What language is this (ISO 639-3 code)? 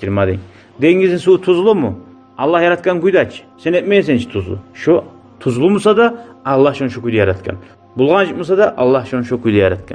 kum